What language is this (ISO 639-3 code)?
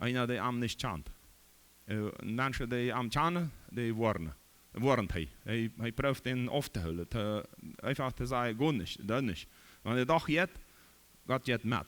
pdt